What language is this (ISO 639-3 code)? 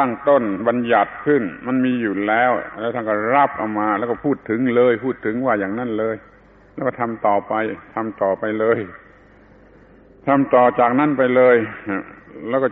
tha